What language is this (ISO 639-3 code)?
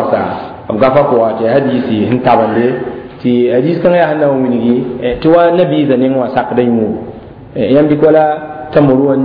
mos